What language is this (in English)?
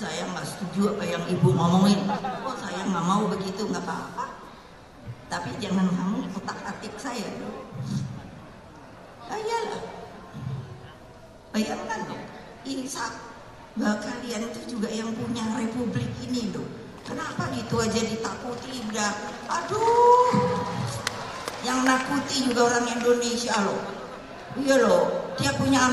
Indonesian